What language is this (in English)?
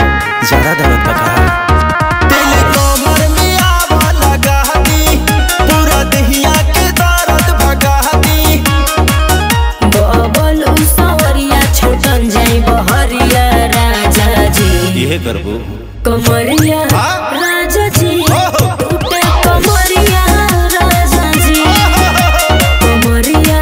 Bhojpuri